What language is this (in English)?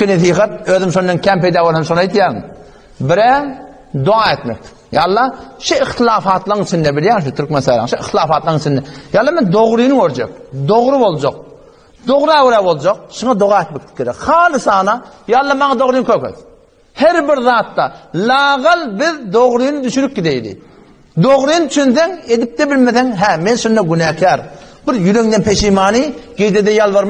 Turkmen